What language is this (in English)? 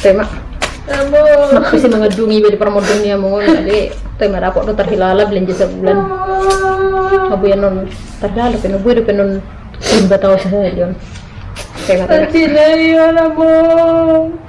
Batak Toba